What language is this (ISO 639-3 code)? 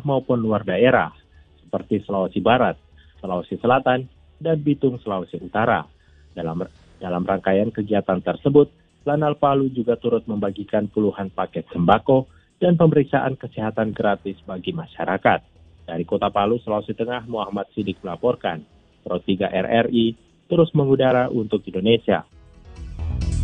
ind